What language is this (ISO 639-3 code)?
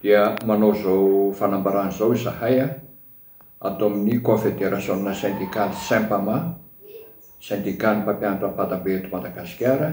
mlg